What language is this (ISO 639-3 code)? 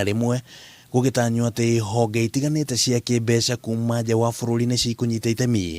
kik